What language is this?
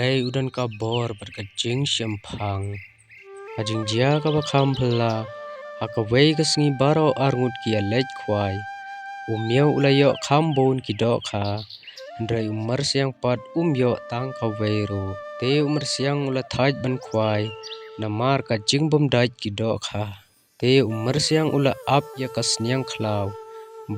Khasi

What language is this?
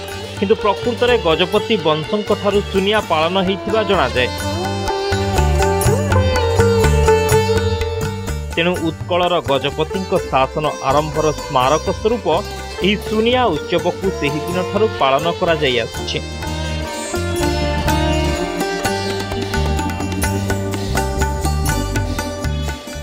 Odia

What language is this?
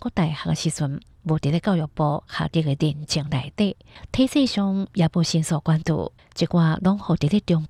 Hakka Chinese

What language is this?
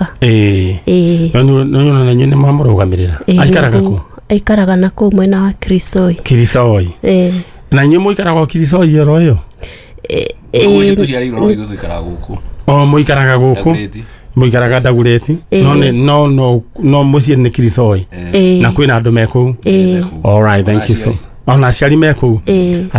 Kikuyu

